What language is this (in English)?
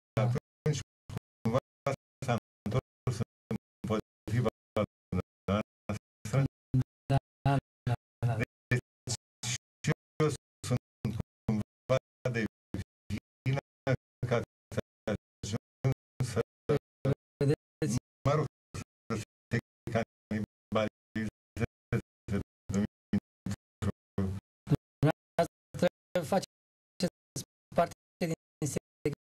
Romanian